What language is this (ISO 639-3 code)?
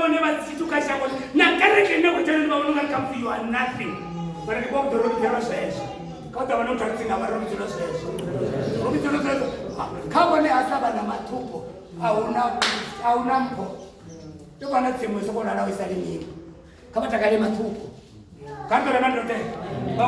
ven